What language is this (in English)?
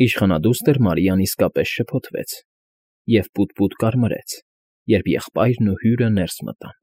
Armenian